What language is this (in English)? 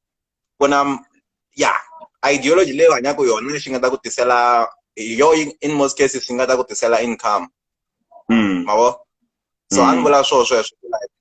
Tsonga